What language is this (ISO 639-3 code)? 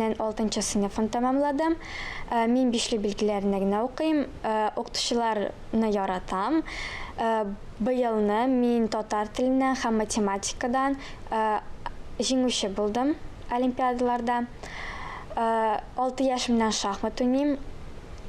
tat